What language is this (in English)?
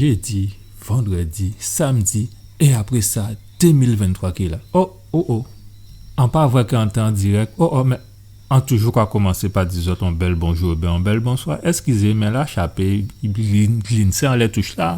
Guadeloupean Creole French